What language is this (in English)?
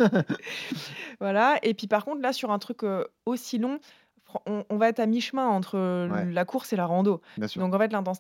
French